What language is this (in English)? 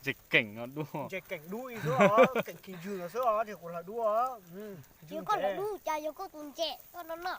Hmong